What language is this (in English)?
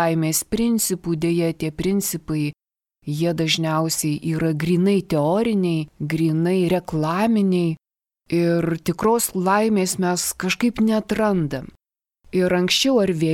Lithuanian